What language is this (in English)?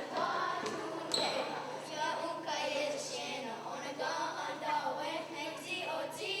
Mohawk